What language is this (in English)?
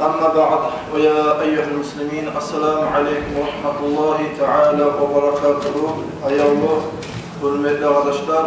Kumyk